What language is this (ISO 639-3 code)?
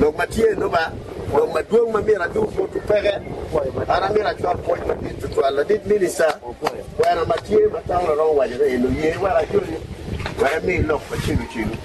ach